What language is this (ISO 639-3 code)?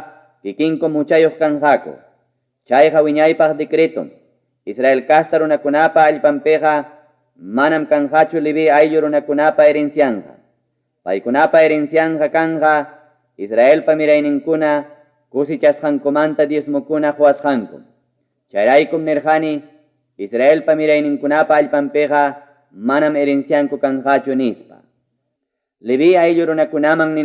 quy